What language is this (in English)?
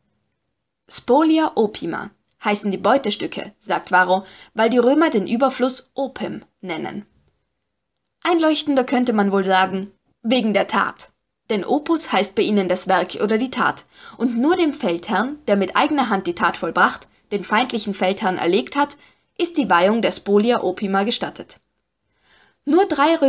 German